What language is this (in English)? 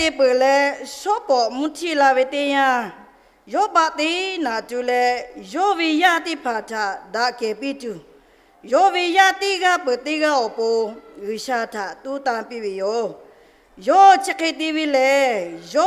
Lahu